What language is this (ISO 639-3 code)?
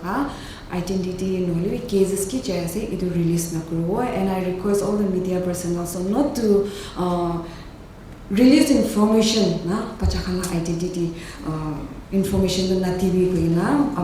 nag